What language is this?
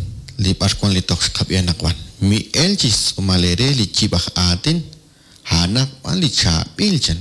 Kekchí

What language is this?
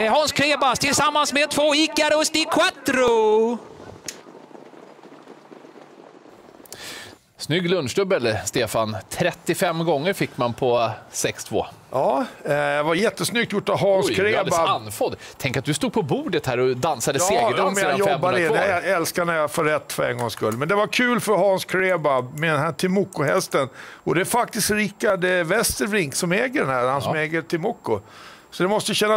Swedish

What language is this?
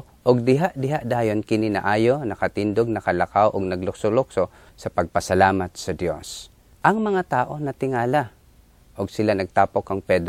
Cebuano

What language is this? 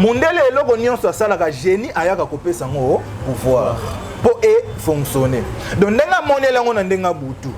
Lingala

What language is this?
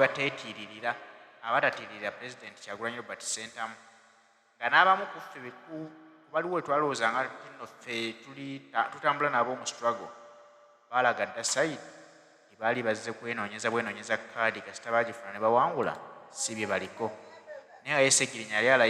Ganda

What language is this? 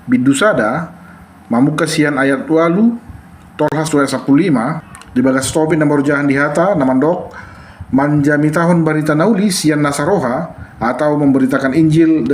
Batak Toba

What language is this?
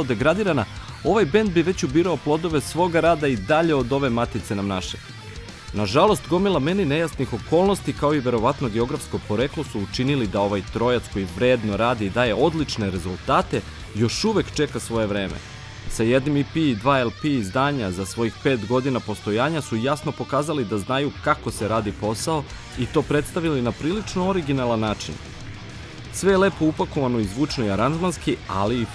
Serbian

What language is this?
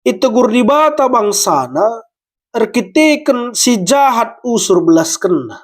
Batak Karo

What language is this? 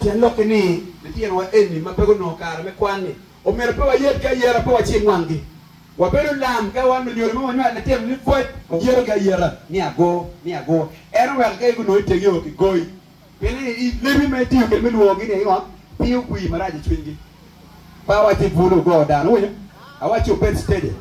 Acoli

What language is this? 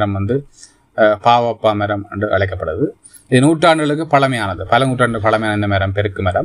Tamil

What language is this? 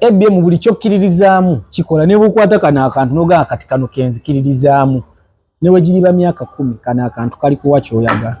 Ganda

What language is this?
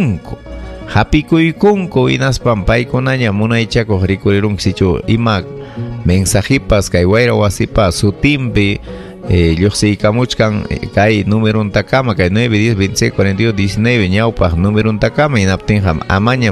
Ayacucho Quechua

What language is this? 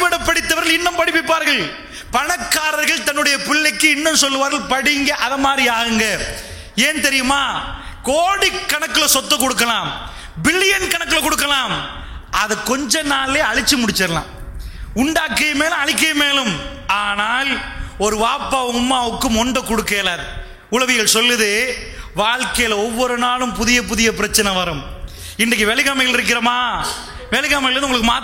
Tamil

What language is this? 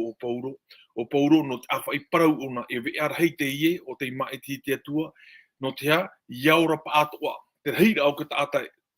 Tahitian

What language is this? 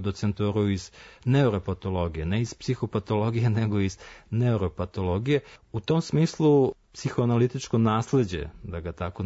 Serbian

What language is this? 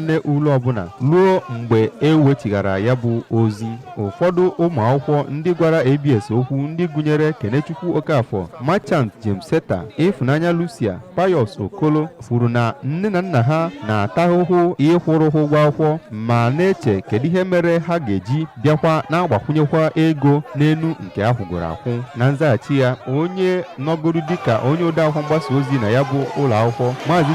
Igbo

